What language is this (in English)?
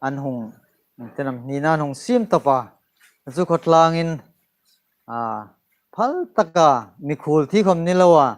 Hmar